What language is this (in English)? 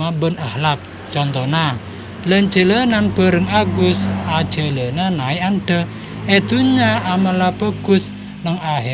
Madurese